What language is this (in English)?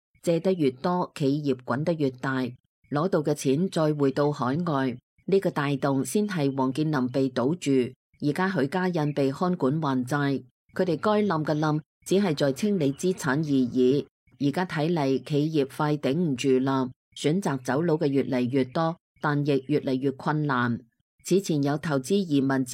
Cantonese